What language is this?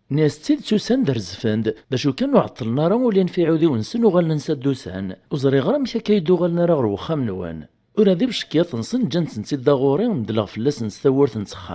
Kabyle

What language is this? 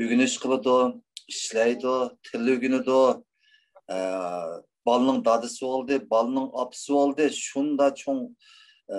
Uyghur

